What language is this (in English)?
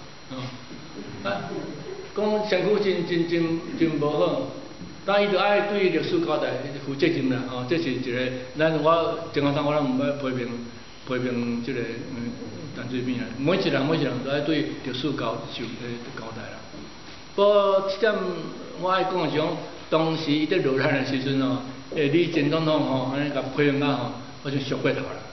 Min Nan Chinese